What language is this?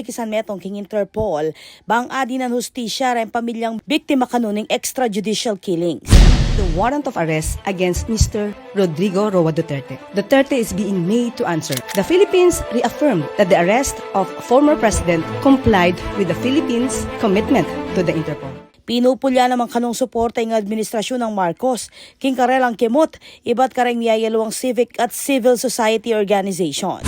Pampanga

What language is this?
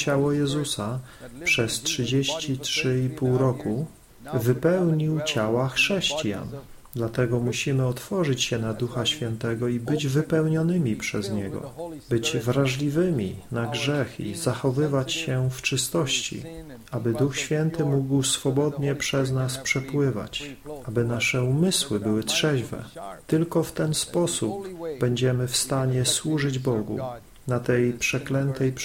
Polish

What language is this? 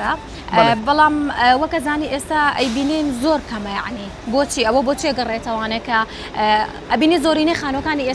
Central Kurdish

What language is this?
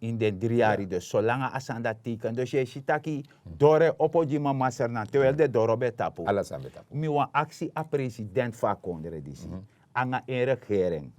Sranan Tongo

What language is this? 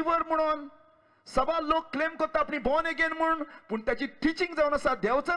Konkani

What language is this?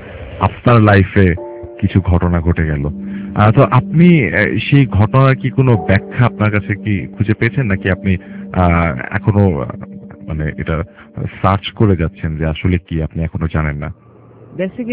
Bangla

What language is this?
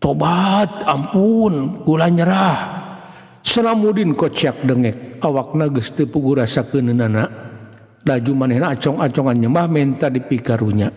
Sundanese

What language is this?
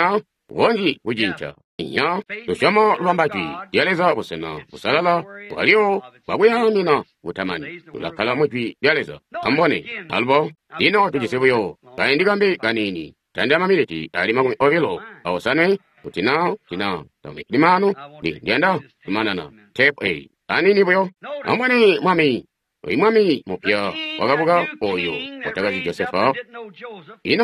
Tonga (Zambia)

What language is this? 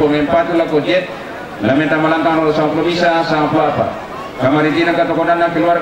Toraja-Sa'dan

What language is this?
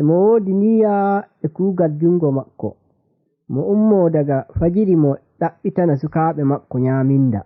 Nigerian Fulfulde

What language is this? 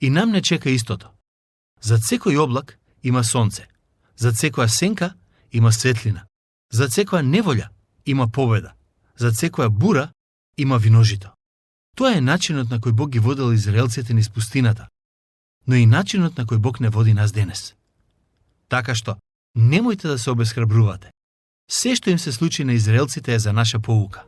Macedonian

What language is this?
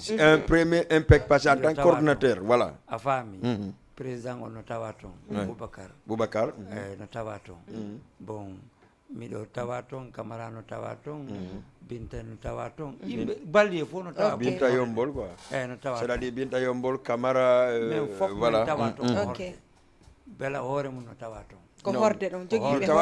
Fula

